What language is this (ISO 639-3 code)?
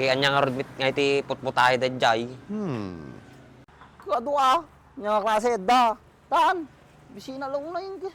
ilo